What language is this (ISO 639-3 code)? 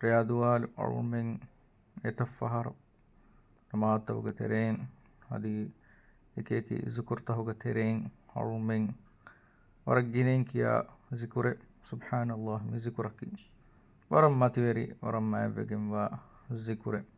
div